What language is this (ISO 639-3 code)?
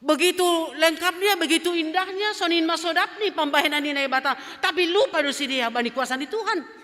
bts